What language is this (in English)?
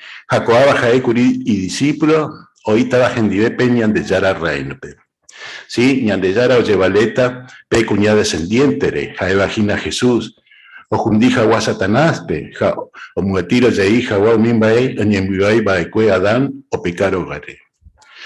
Guarani